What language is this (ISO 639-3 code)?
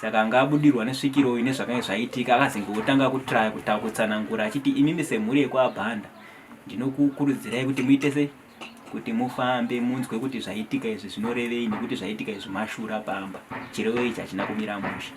sna